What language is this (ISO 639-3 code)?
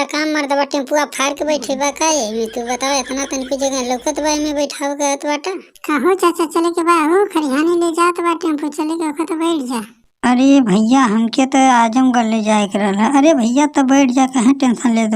bho